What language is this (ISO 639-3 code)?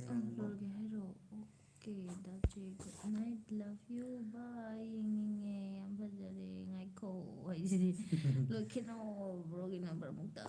mni